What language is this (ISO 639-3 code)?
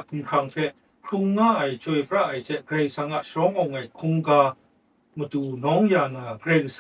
kac